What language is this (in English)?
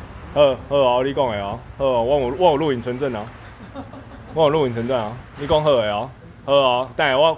Min Nan Chinese